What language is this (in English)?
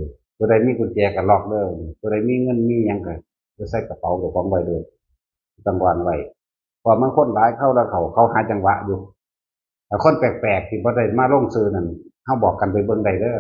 Northeastern Thai